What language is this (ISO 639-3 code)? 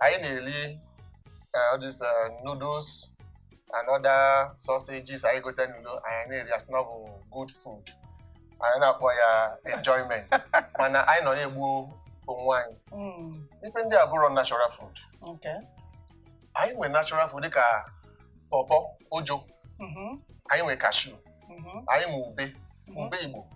ibo